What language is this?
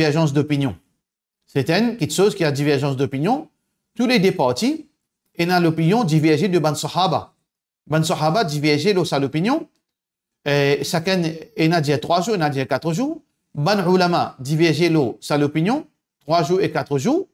Morisyen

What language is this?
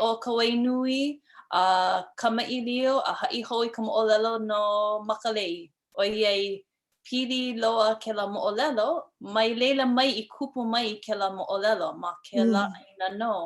Hawaiian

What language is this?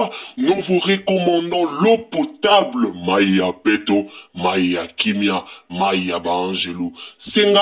Lingala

